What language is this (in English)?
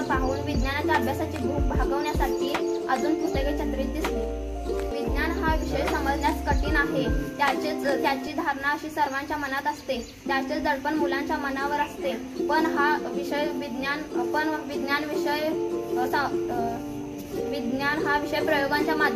Marathi